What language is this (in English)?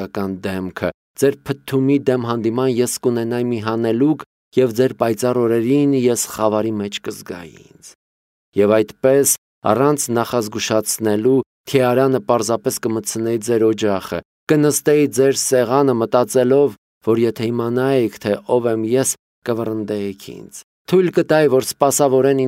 Armenian